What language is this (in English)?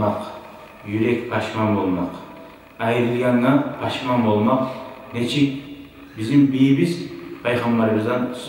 Kumyk